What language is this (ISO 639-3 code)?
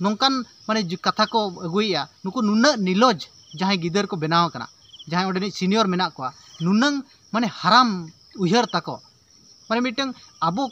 sat